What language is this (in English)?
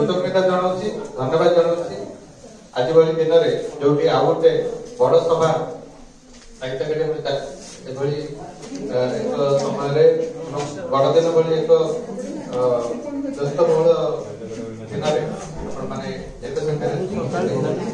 Odia